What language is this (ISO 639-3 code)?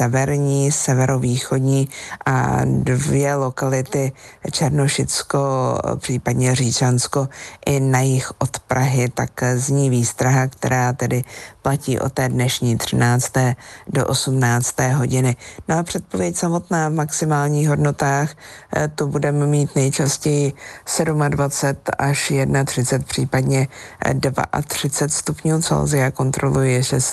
ces